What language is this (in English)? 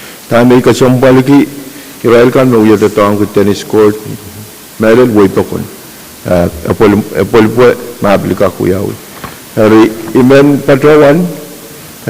Pohnpeian